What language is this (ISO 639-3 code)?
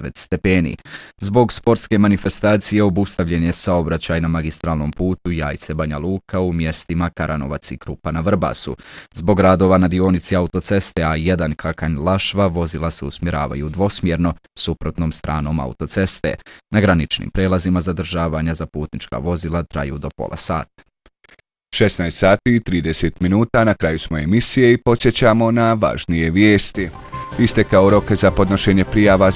bos